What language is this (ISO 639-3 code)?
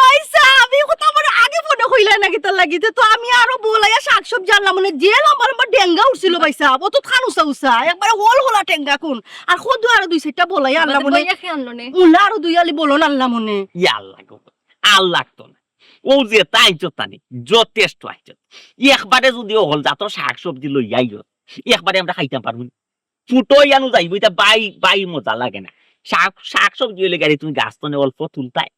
syl